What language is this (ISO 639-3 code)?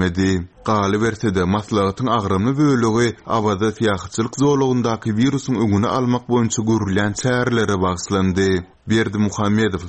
tuk